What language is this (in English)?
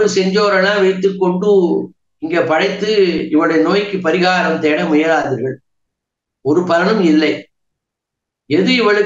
Tamil